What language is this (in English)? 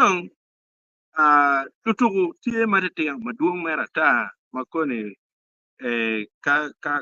Acoli